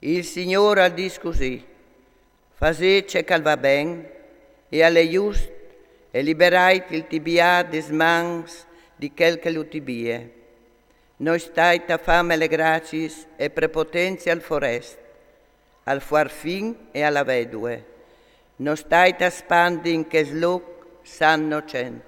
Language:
Friulian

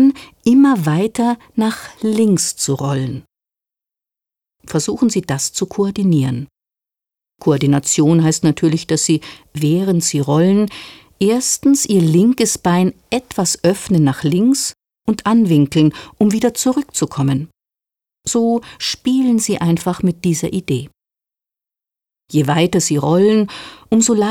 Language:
German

